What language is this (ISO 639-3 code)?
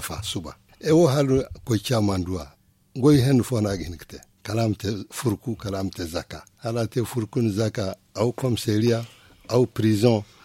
dje